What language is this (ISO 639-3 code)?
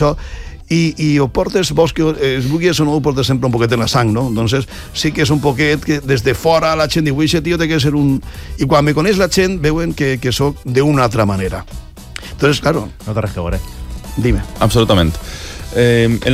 cat